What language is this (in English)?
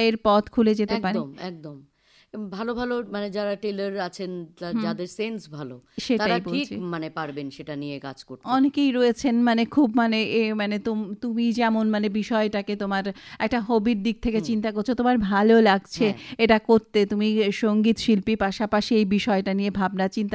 Bangla